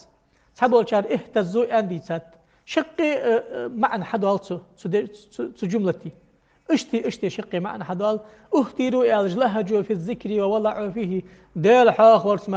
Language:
Ingush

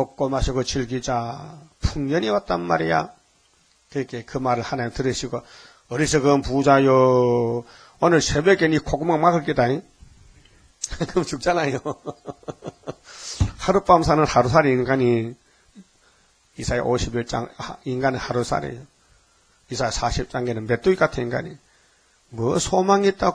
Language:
Korean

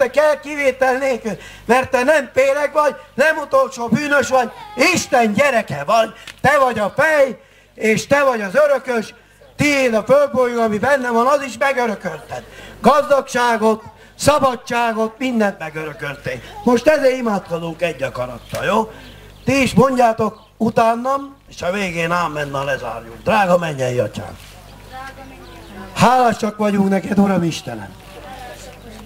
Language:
Hungarian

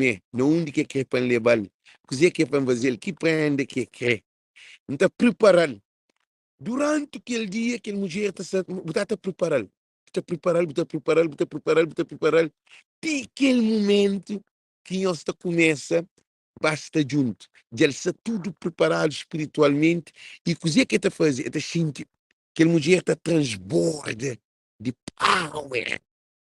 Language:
Kabuverdianu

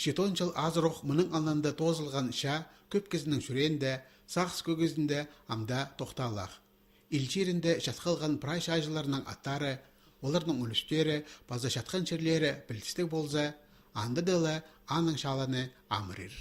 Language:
Khakas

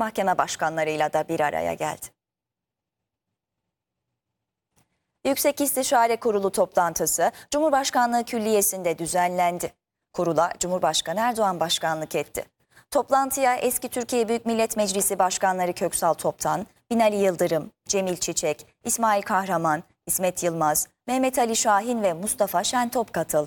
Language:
Turkish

